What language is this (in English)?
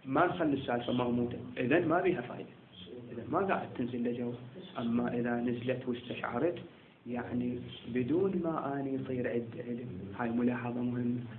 Mesopotamian Arabic